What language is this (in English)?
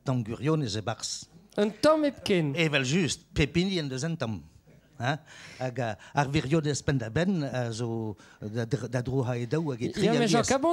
Breton